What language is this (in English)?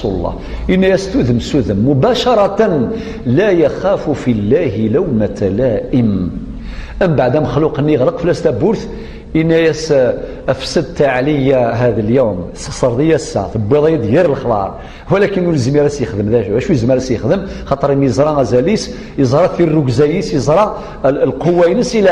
Kabyle